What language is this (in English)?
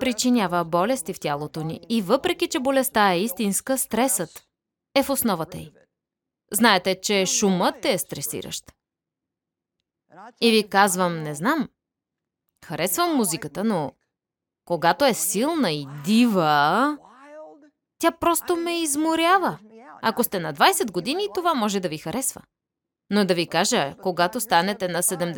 Bulgarian